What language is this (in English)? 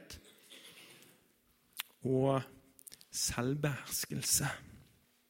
Norwegian